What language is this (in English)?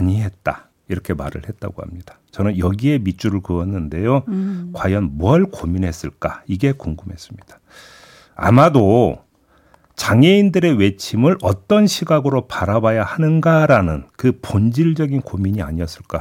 Korean